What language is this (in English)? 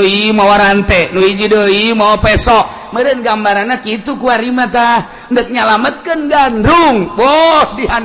Sundanese